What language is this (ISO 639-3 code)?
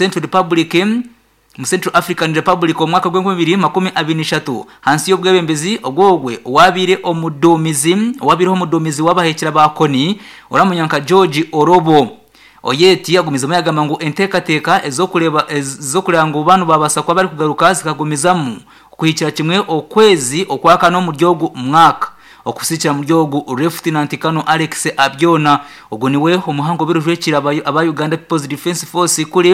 nyn